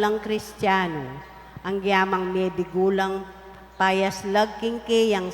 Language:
Pampanga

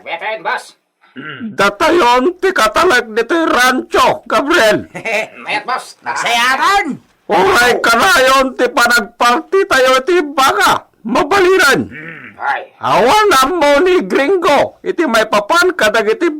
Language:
Iloko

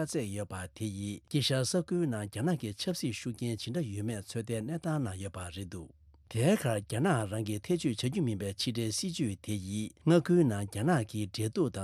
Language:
Tibetan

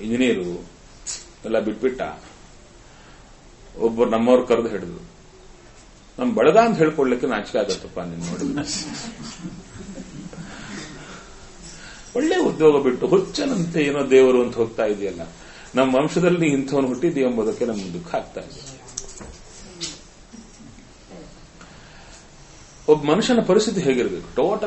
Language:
Kannada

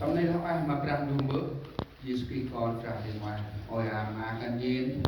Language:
Central Mnong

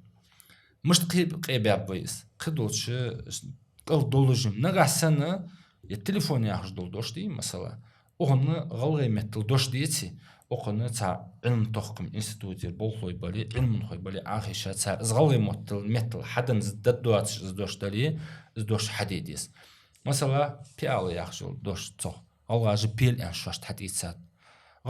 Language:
Ingush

